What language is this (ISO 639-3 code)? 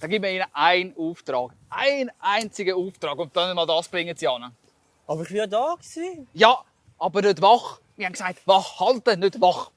gsw